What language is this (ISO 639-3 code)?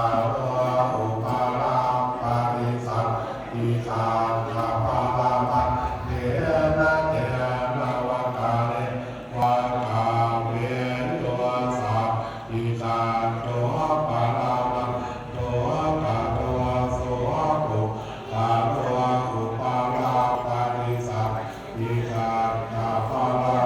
pli